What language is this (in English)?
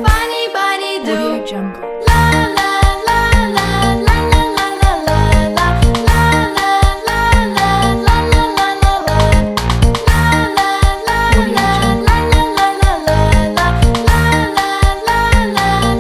Malay